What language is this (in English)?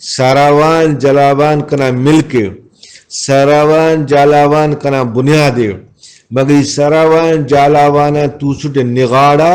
Brahui